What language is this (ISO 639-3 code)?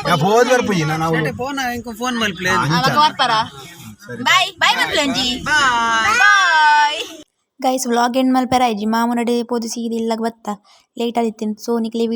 tcy